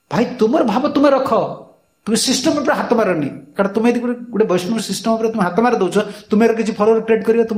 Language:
Odia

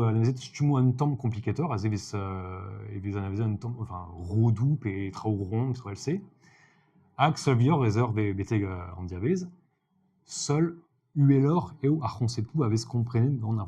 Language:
Breton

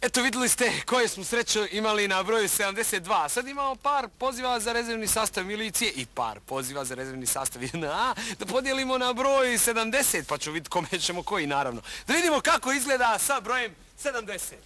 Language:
Bosnian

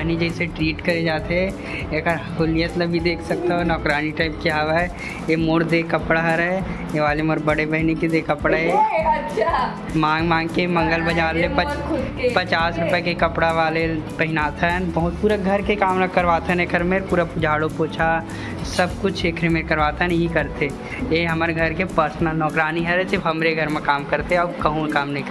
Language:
Chhattisgarhi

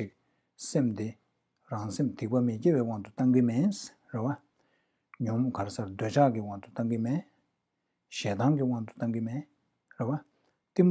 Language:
Tibetan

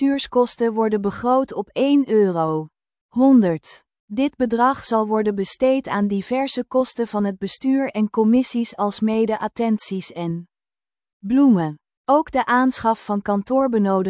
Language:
Dutch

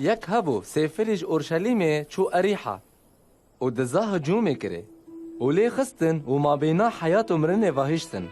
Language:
Kurdish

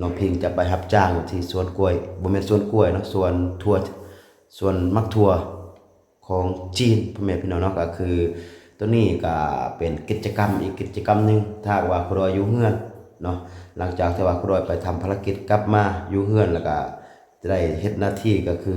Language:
Lao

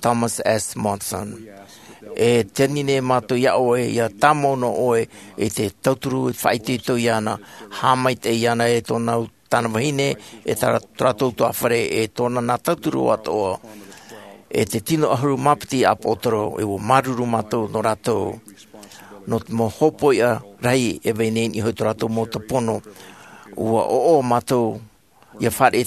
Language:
Tahitian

